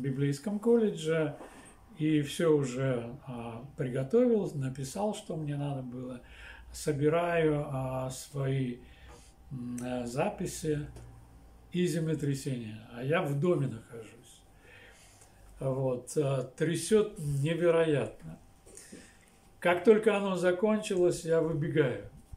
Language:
Russian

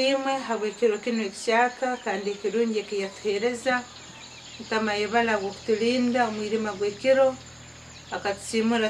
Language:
Nyankole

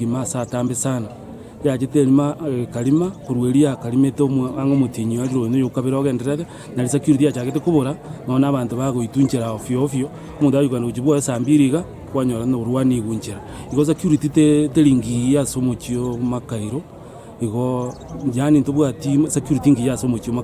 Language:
Gusii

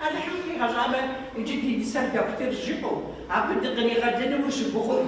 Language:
Kabardian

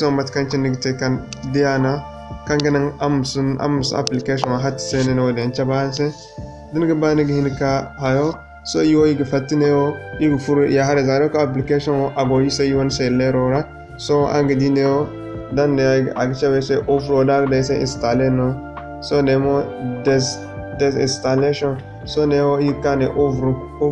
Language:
Zarma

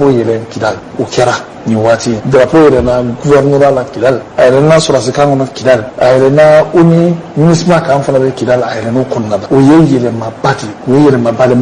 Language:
Bambara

